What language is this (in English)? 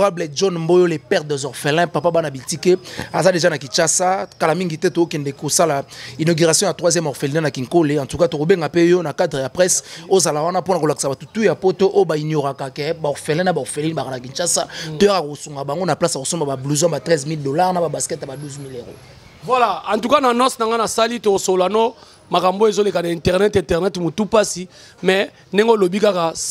Lingala